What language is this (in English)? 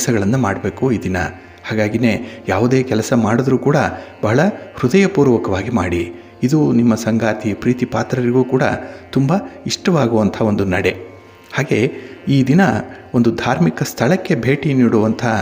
Kannada